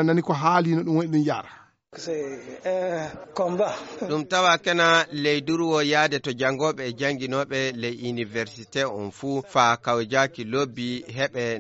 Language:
Fula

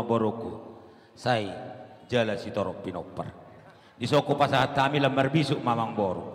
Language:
Batak Toba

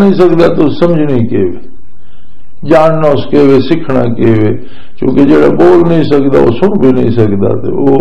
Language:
Western Panjabi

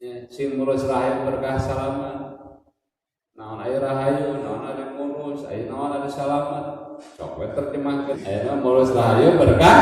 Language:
Sundanese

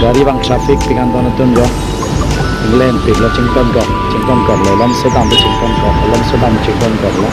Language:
Karbi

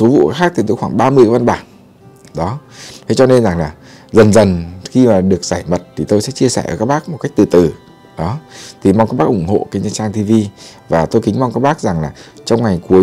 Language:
Vietnamese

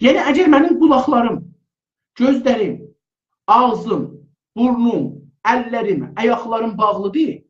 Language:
South Azerbaijani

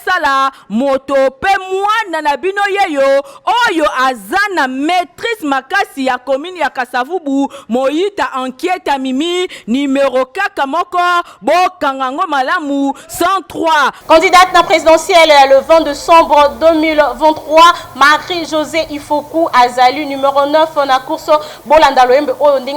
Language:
Lingala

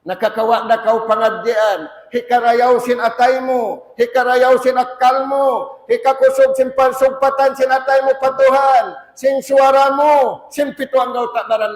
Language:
Tausug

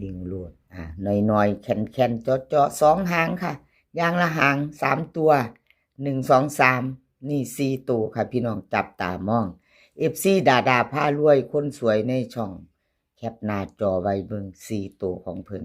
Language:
Northeastern Thai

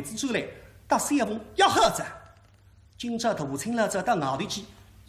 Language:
Wu Chinese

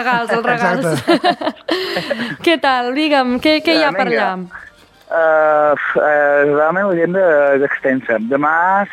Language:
Catalan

